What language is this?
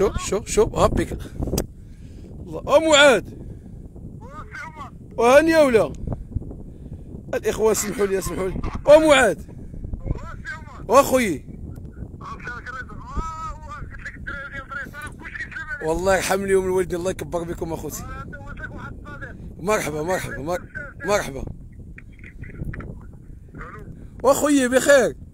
Moroccan Arabic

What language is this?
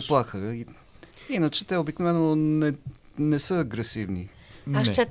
Bulgarian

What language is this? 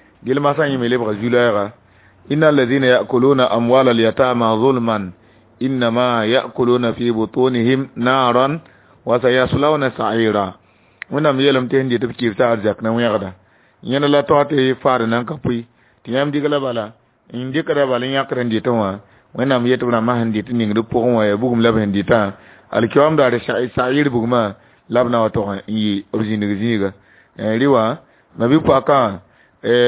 Mossi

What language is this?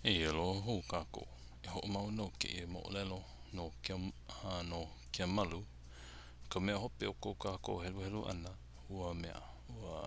Hawaiian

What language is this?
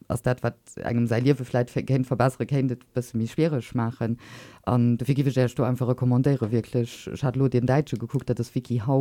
Luxembourgish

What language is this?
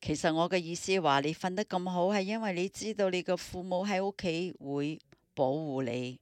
Cantonese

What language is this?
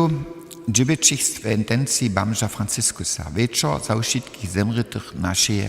Upper Sorbian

